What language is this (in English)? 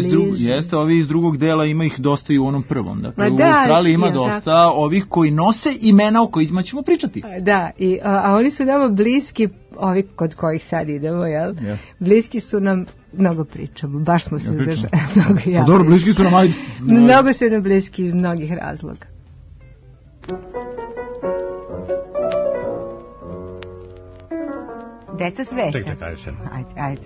Serbian